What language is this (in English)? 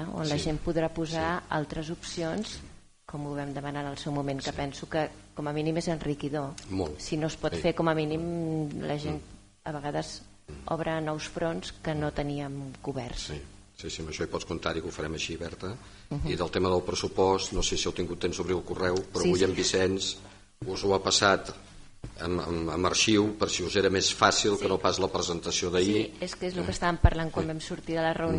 Catalan